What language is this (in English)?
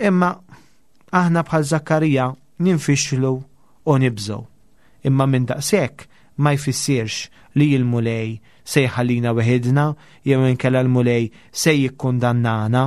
Maltese